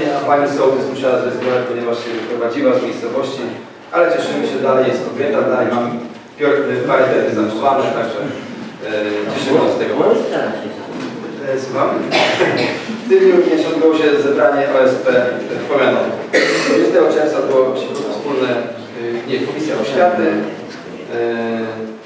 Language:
Polish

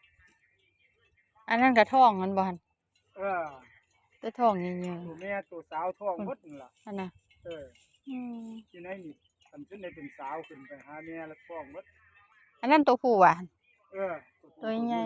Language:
Lao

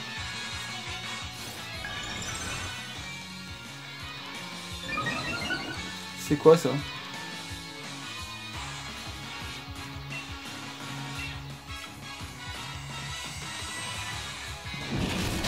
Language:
French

